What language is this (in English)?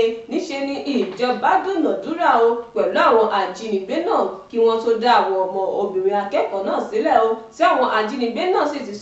Yoruba